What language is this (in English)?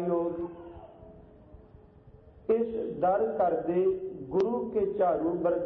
Punjabi